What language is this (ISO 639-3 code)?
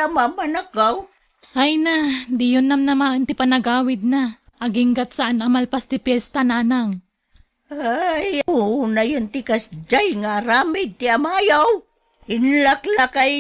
ilo